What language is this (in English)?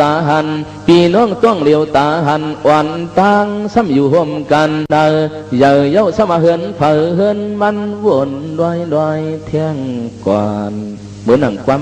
Shan